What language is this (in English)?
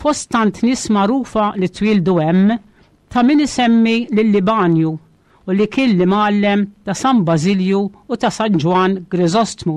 Maltese